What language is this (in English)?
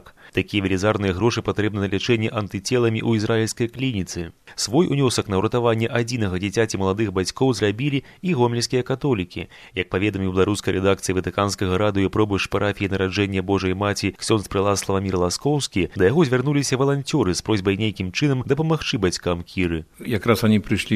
Belarusian